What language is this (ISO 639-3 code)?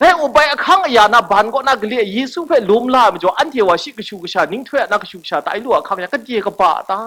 kac